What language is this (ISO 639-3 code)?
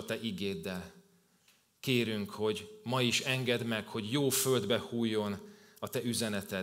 hun